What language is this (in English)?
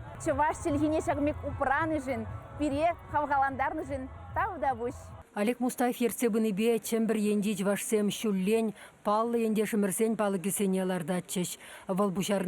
Chuvash